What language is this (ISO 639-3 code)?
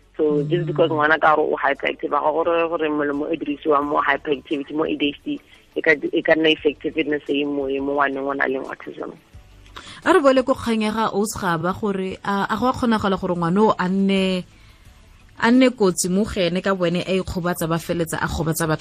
tsn